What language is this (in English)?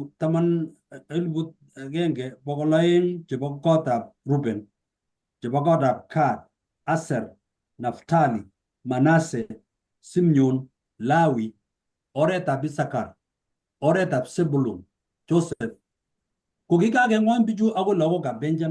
Kalenjin